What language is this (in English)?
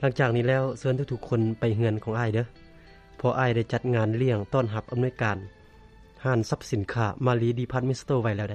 Lao